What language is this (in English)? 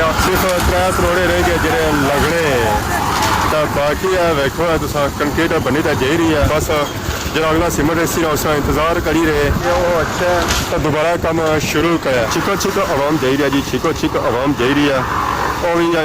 Pahari-Potwari